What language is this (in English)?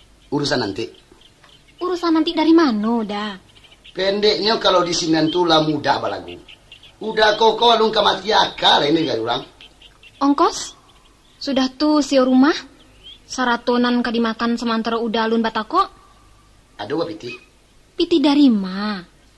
Minangkabau